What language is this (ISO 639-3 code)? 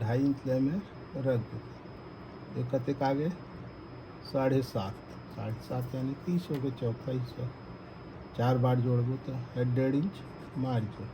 hne